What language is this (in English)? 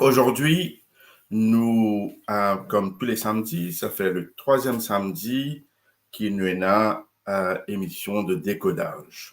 Morisyen